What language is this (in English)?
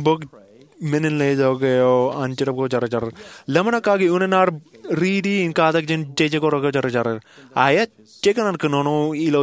Marshallese